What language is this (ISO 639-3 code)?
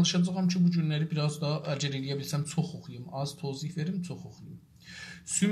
azb